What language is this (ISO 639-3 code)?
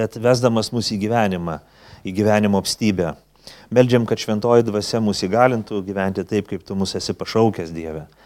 lit